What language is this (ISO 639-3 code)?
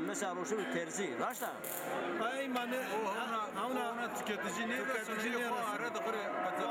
zza